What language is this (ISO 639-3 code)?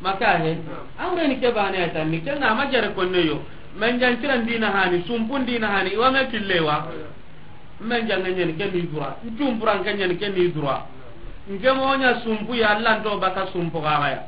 snk